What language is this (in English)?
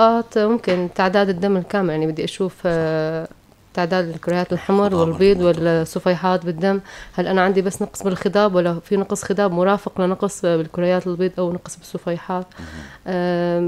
North Levantine Arabic